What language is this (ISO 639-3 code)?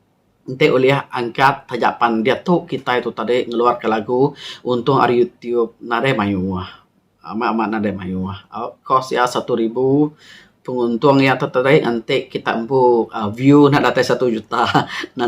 iba